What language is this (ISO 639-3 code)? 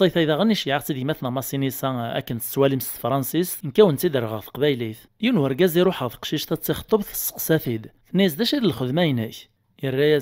kab